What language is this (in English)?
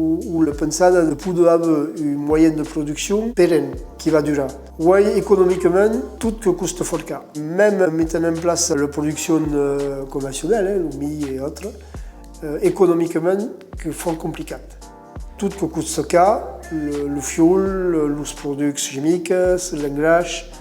Occitan